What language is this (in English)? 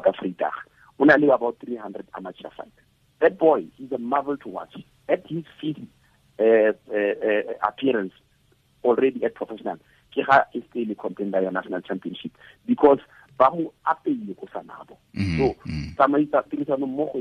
Tswana